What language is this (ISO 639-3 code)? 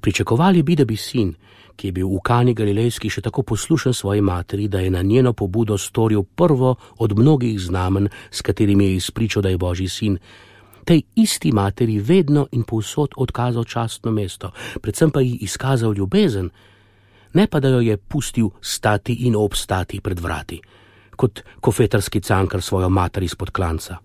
slv